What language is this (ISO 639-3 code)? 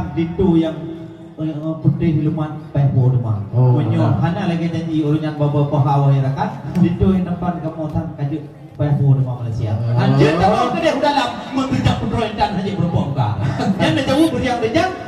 ace